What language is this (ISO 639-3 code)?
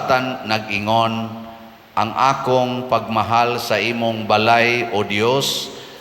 ceb